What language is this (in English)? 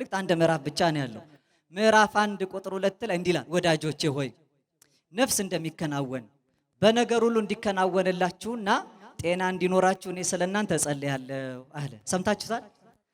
Amharic